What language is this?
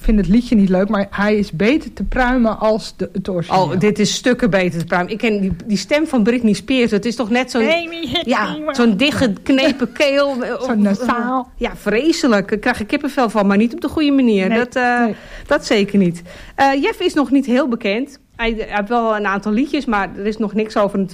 Dutch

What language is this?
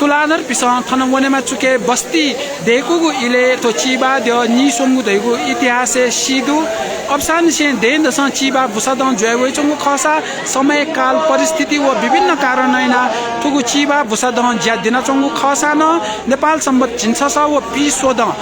Newari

